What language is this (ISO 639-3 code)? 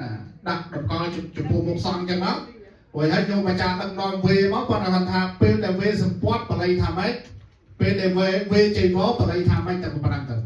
khm